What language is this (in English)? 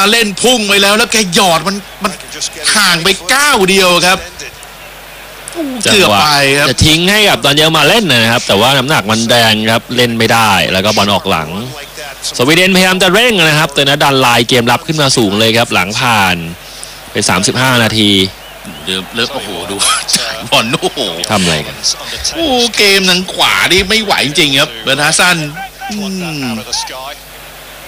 Thai